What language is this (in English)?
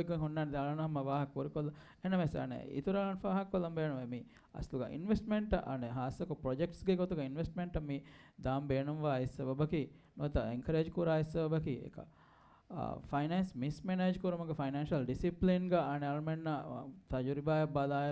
Divehi